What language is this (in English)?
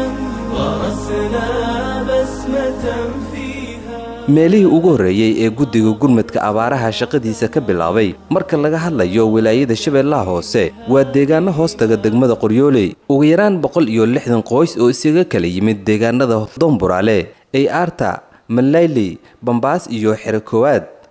Somali